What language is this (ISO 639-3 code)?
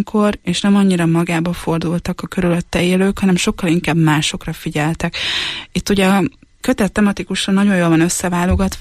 hun